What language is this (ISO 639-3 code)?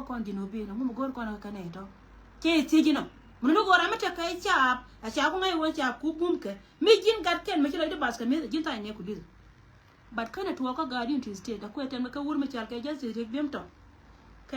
nus